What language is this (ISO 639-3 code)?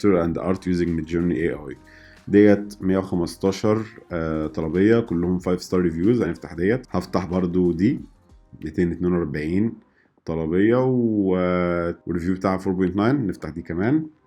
arz